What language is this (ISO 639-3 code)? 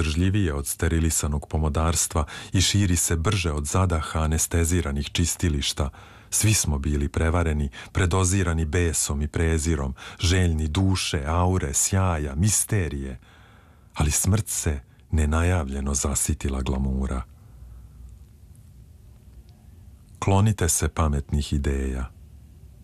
srp